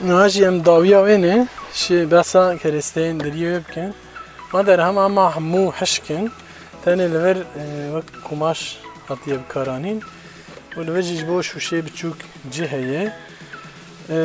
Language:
Kurdish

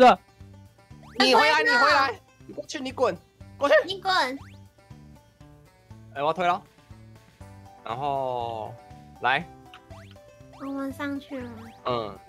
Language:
Chinese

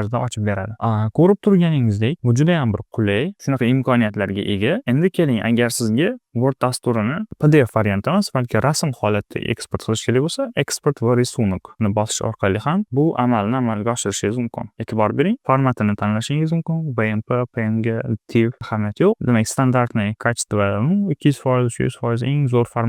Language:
Uzbek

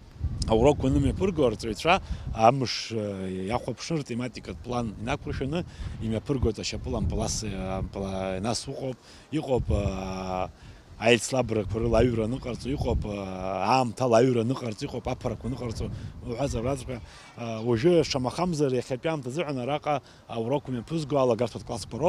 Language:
Abkhazian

